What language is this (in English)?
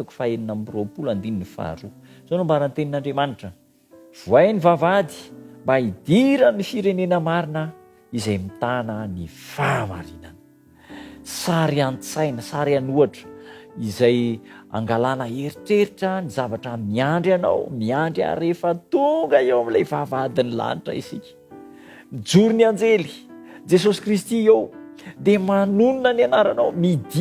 Malagasy